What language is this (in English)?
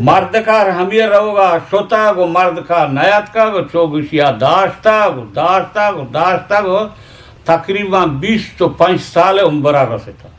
Eastern Balochi